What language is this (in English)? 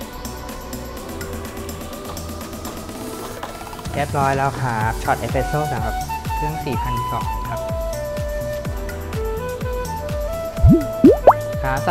Thai